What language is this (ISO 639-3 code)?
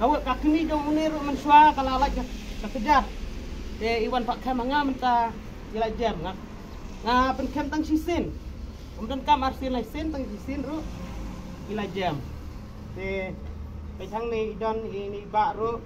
kha